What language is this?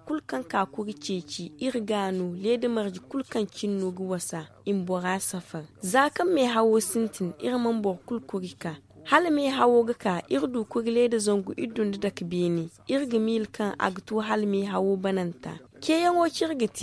Zarma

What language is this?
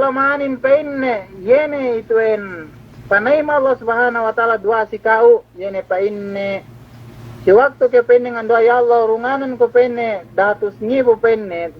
Yakan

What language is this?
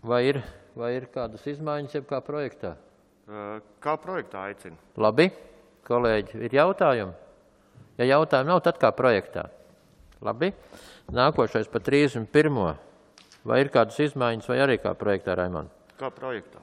Latvian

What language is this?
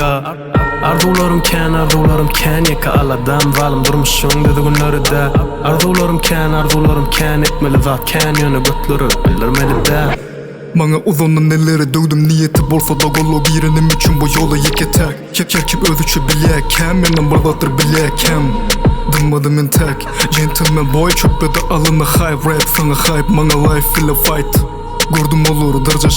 Turkmen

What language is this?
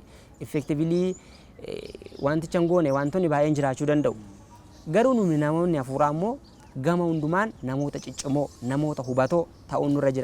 Oromo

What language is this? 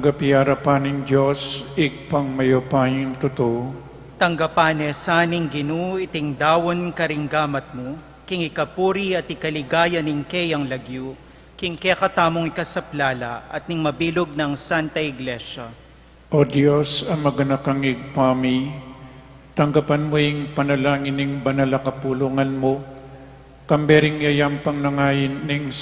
Pampanga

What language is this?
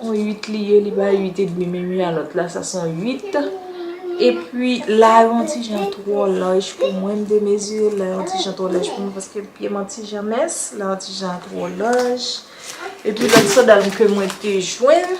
Haitian Creole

